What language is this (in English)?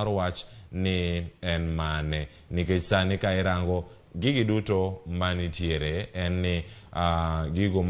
Luo (Kenya and Tanzania)